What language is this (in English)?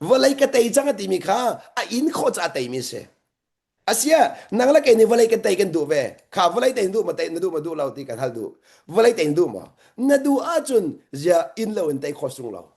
Hakha Chin